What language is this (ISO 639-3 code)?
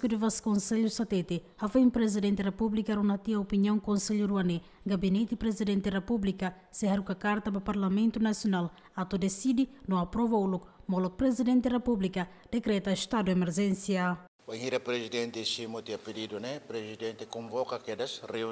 tet